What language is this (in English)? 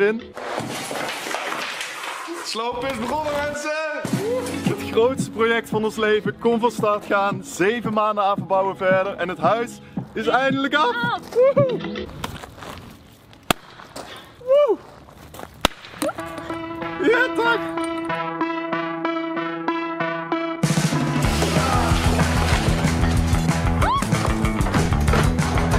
Dutch